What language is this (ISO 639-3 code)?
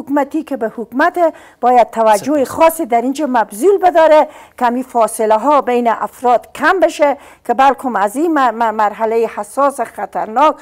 fas